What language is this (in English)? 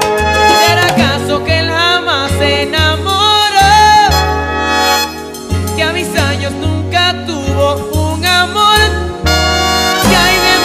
Spanish